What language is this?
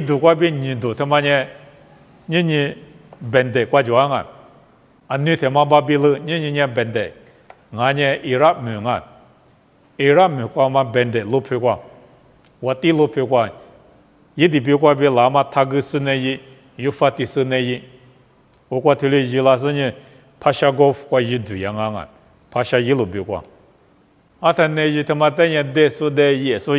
Lisu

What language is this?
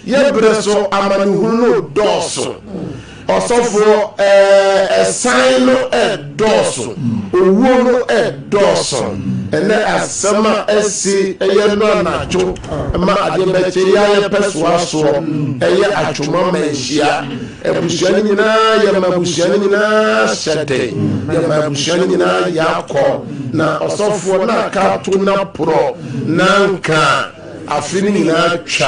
Akan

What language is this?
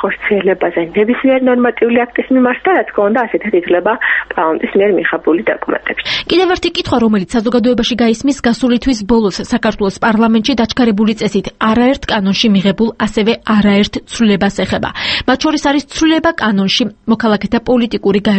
Georgian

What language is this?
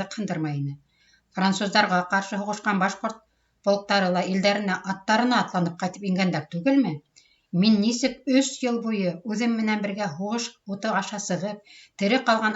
Bashkir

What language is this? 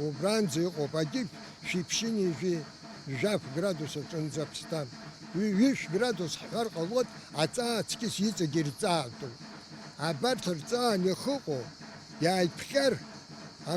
Abkhazian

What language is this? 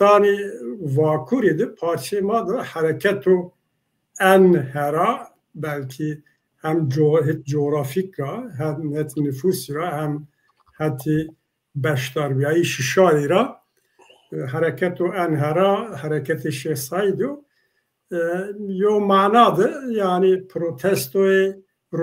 Zaza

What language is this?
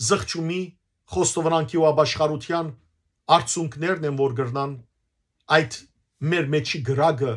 Western Armenian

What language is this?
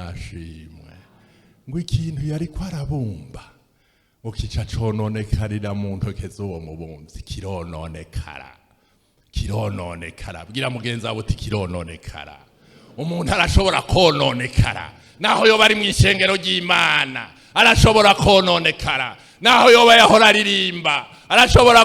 Rundi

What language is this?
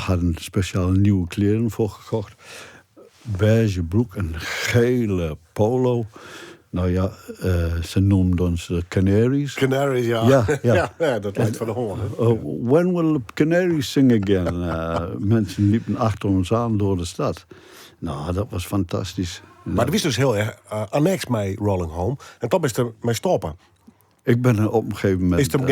Western Frisian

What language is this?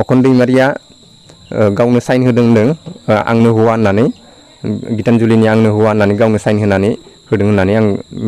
Bodo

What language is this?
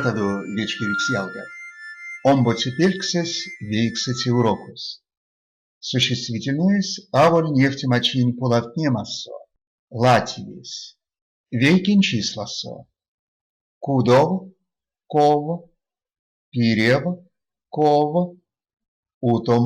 Erzya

